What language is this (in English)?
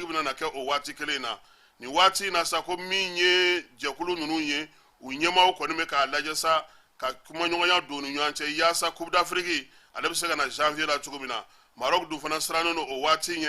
Bambara